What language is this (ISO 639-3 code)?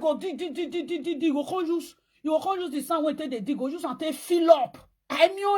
pcm